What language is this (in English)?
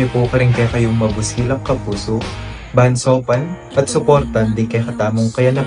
Pampanga